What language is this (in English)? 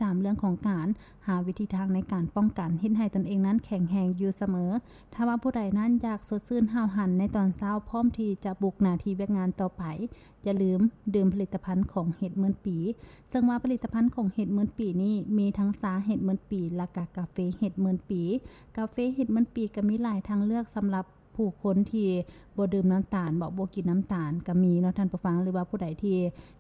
Lao